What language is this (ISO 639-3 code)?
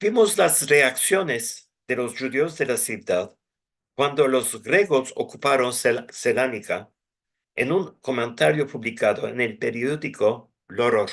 lad